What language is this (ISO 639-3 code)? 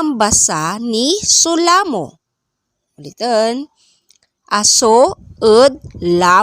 pag